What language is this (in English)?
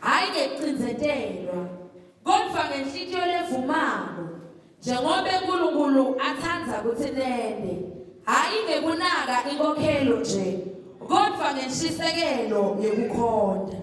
Zulu